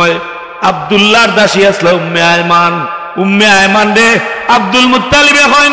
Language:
Sylheti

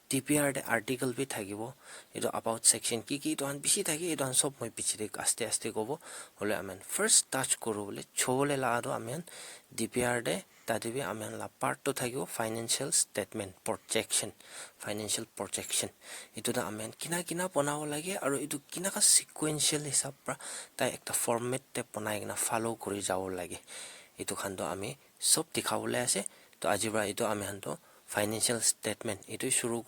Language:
Naga Pidgin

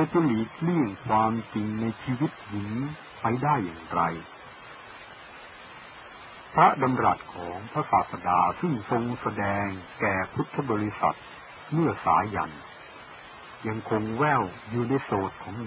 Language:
Thai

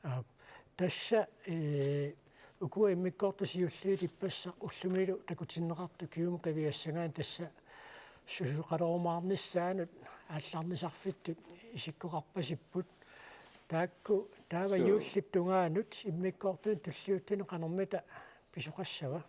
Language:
Kalaallisut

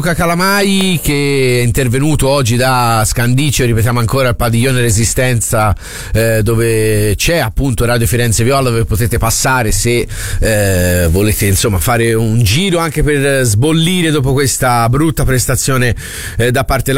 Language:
Italian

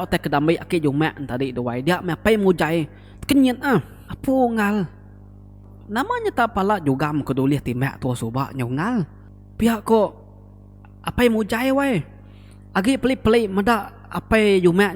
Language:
Iban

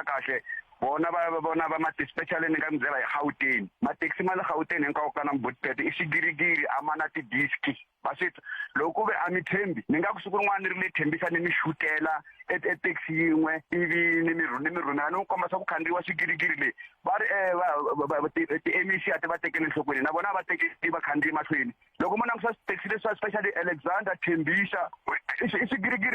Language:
Tsonga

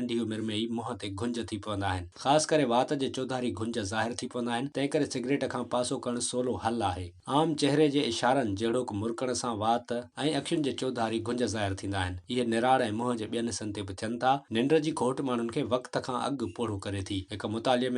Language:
Sindhi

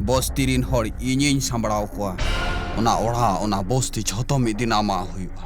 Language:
Santali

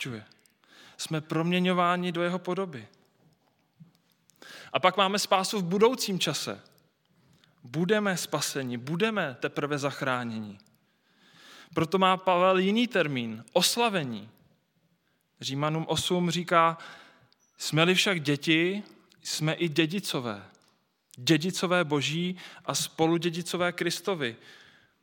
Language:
Czech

